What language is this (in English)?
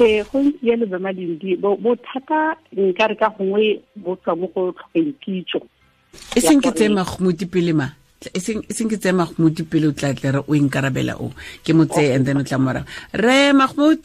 Tswana